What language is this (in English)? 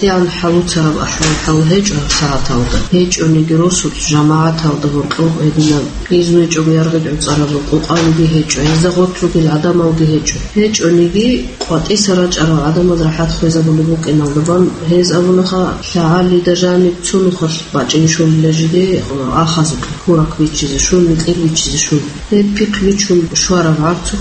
Avaric